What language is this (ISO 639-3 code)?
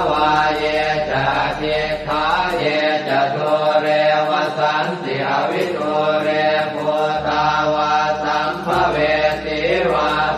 pli